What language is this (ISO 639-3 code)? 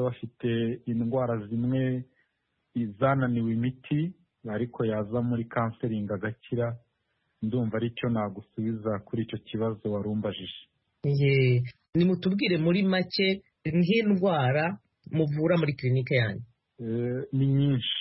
kin